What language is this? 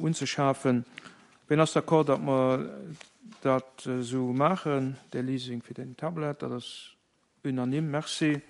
Luxembourgish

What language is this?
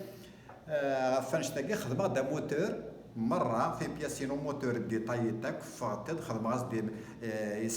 Kabyle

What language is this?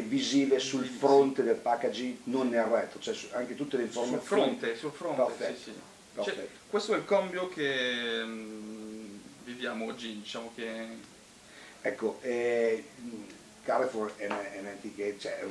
Italian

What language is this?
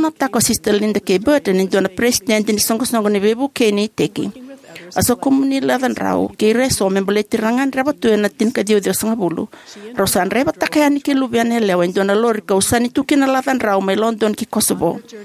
Fijian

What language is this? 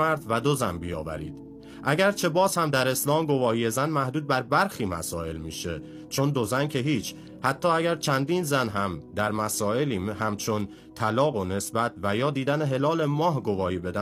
Persian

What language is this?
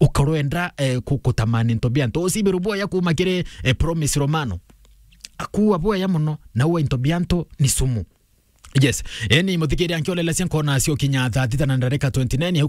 Meru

